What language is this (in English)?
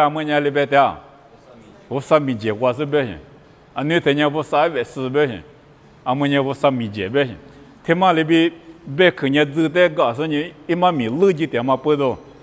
Lisu